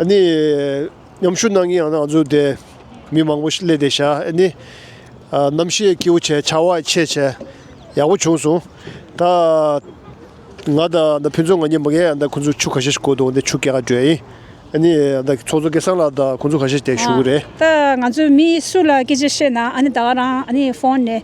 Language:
Tibetan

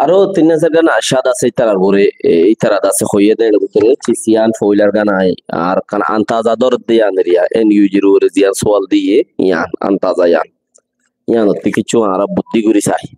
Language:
Rohingya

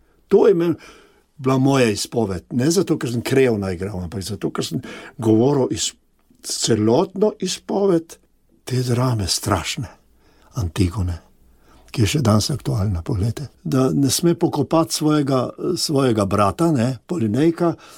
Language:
Slovenian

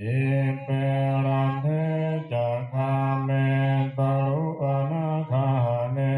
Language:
Pali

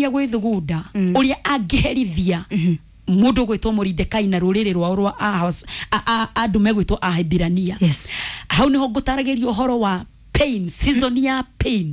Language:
Kikuyu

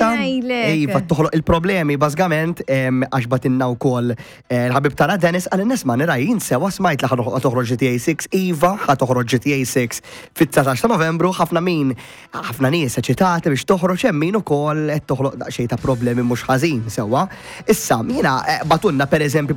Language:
Maltese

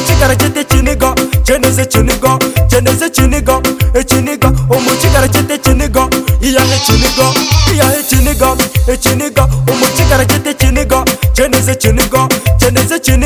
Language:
Kinyarwanda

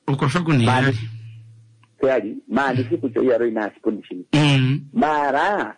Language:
Swahili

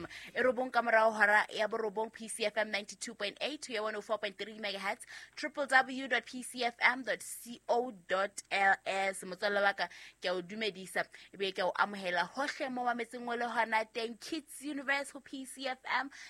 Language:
Southern Sotho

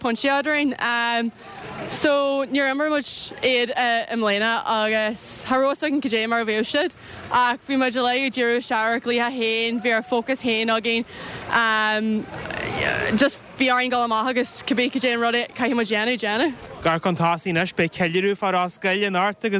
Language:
Irish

